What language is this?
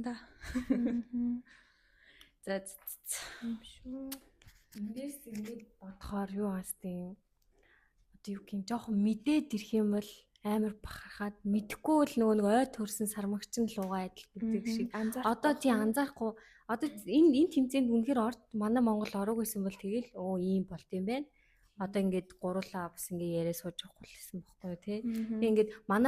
Mongolian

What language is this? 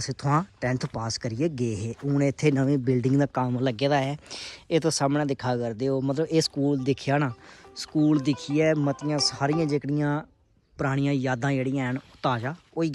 Dogri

